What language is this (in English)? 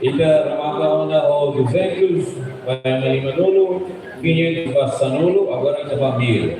Tetum